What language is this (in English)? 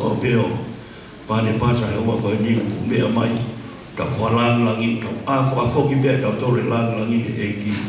Tongan